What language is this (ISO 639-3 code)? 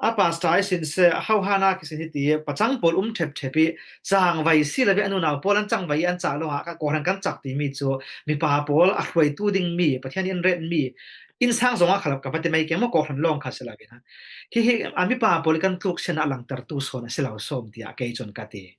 cfm